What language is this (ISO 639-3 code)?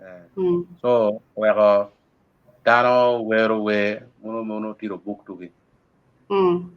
ach